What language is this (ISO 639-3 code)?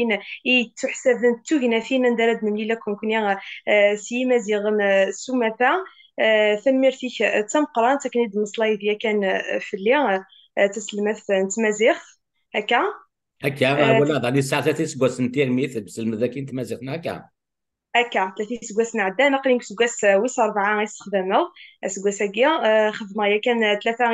kab